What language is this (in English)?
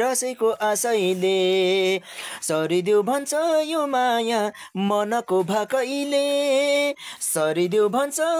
Nepali